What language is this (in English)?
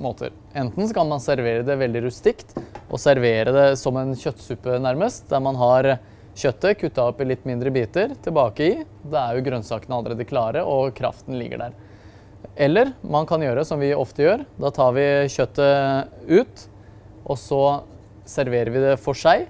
Norwegian